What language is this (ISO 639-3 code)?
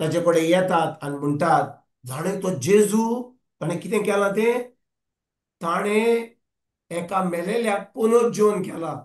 kok